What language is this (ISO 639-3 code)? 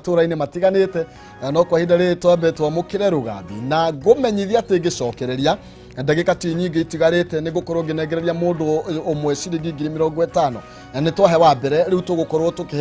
kik